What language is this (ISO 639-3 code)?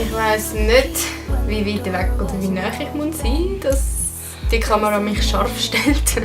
gsw